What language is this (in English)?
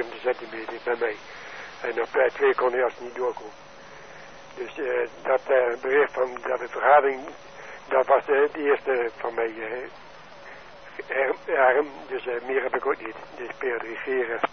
Dutch